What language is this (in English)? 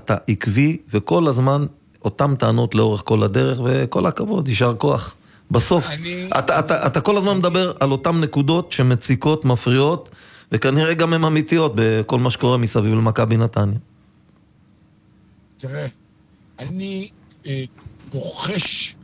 Hebrew